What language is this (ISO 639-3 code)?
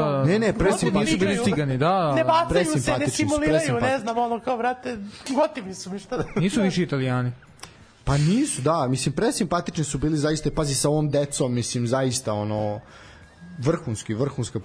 srp